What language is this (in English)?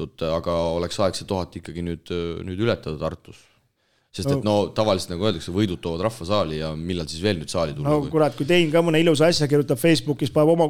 Estonian